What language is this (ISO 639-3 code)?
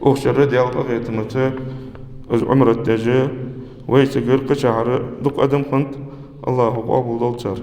inh